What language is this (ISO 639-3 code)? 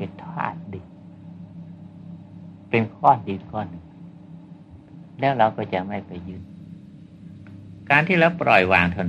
tha